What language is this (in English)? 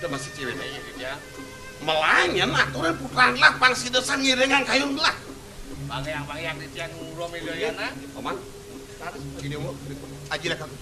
Balinese